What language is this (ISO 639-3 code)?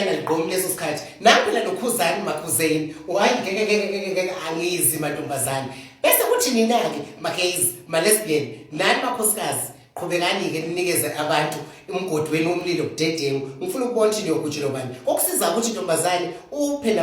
zul